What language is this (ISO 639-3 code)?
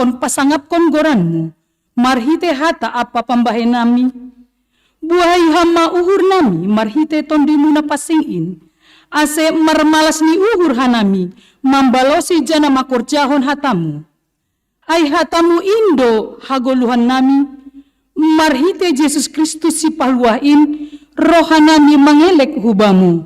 bts